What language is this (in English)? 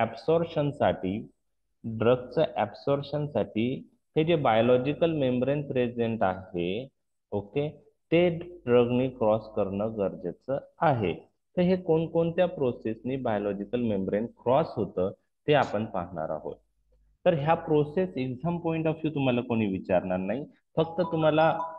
Marathi